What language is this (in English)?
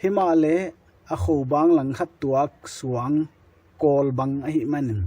Paite Chin